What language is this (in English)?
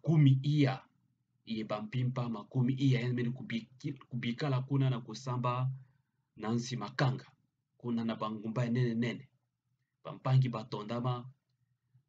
Kituba (Democratic Republic of Congo)